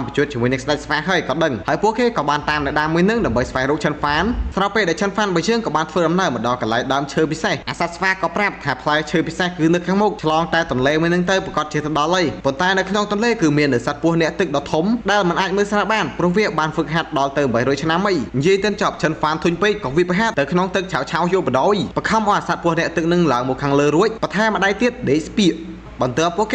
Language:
Khmer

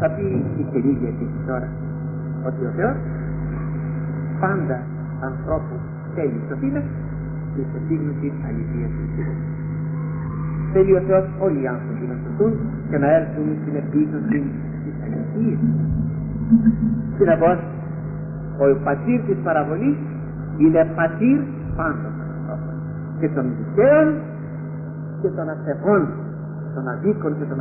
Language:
Greek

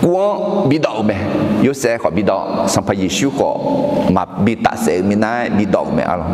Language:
Akha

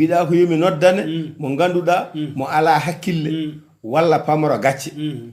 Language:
Fula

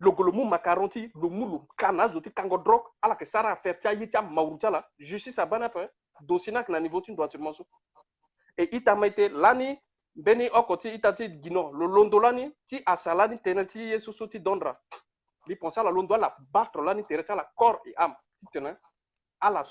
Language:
Sango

